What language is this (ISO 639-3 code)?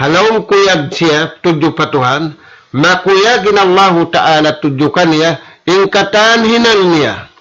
tsg